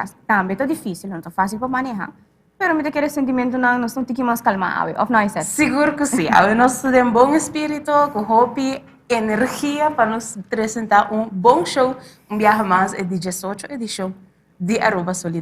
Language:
Papiamento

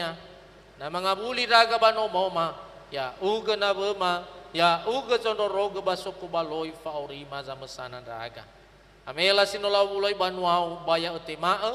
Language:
Nias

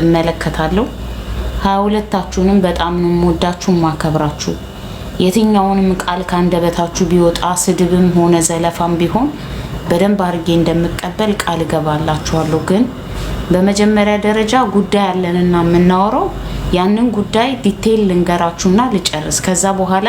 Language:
Amharic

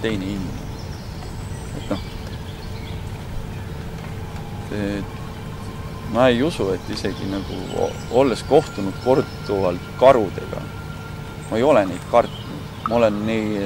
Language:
Estonian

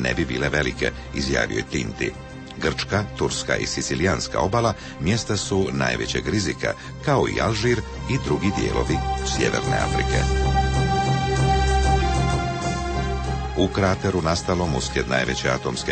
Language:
Croatian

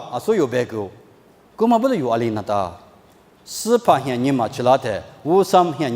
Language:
Lisu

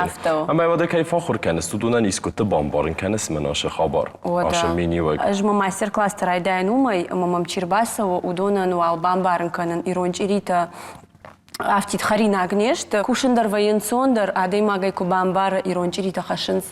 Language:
Ossetic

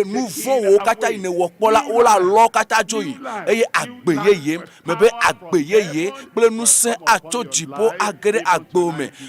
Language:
Ewe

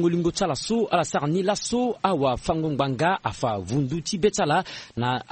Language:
Sango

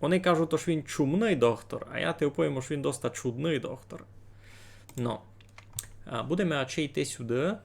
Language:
Rusyn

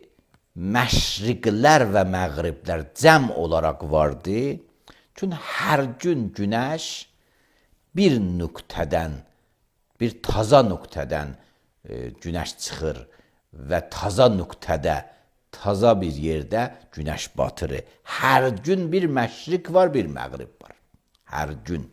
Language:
Azerbaijani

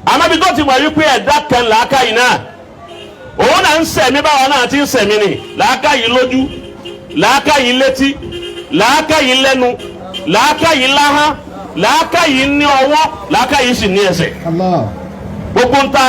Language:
Yoruba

